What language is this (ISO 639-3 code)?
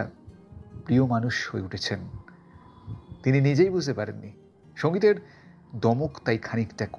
ben